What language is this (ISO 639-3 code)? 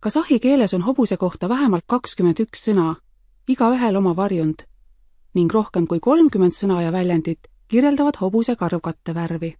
est